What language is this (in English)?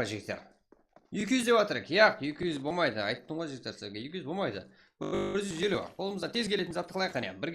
Kara-Kalpak